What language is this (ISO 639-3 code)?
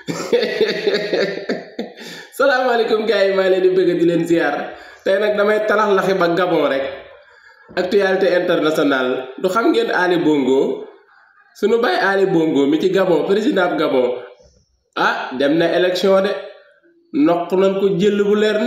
wol